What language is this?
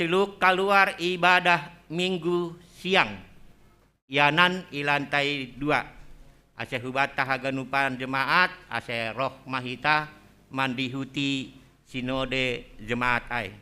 Batak Simalungun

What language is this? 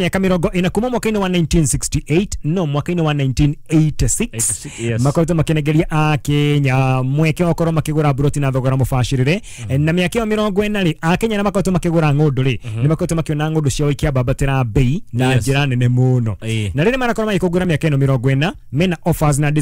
Kikuyu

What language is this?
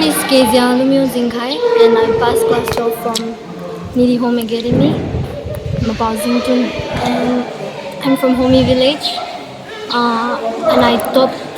Tangkhul Naga (India)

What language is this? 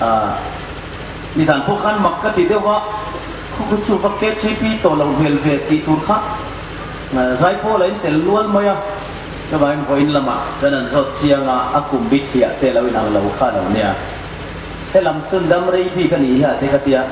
Hmar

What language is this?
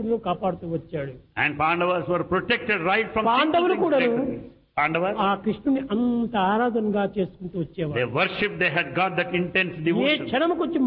Telugu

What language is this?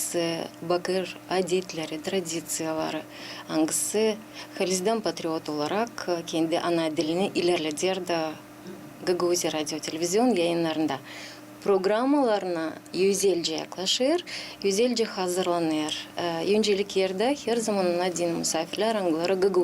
Gagauz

